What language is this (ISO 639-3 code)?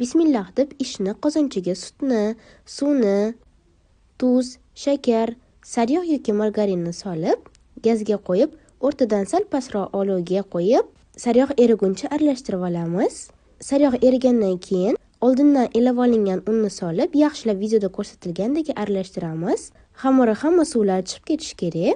uzb